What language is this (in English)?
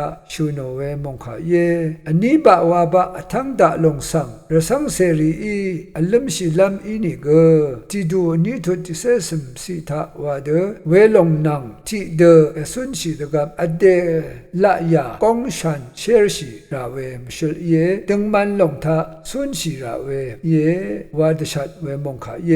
Rawang